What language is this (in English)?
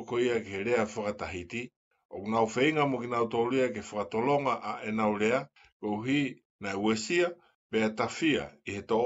Tongan